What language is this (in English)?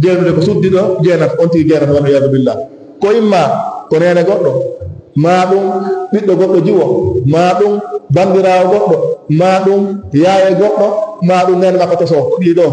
Fula